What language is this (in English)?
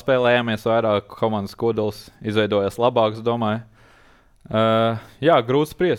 Latvian